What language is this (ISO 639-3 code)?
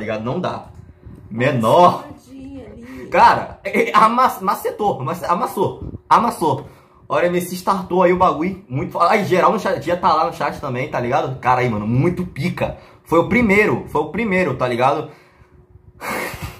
por